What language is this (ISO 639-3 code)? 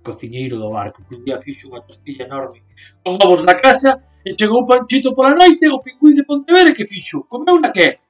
glg